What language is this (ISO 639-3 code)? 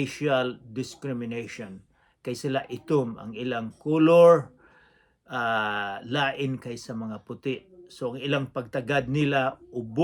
ceb